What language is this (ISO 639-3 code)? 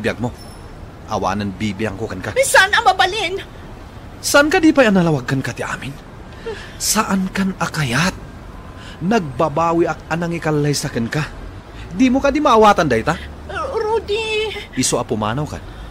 ilo